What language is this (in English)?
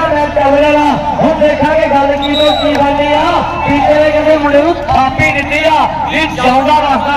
Punjabi